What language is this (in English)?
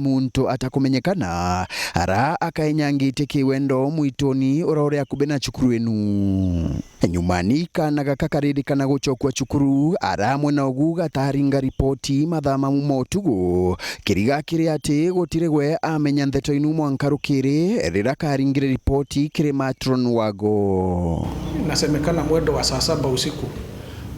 Meru